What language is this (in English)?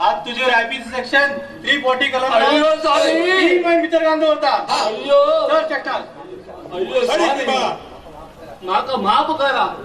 Konkani